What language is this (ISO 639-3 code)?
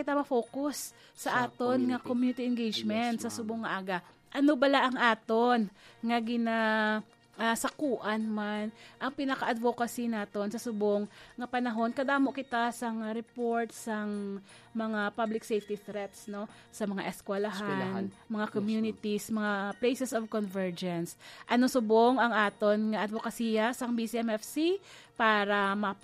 hil